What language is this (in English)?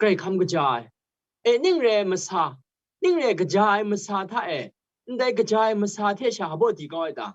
Kachin